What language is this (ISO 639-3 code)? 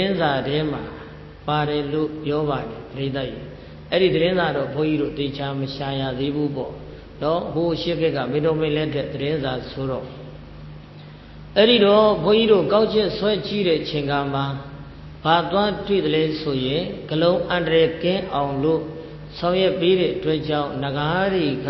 mya